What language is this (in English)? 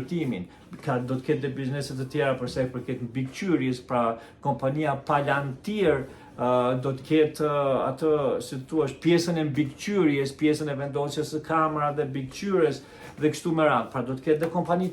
Albanian